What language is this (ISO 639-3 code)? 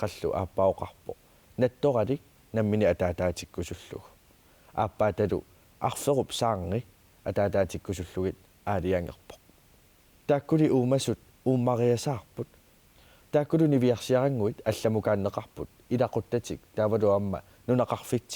kal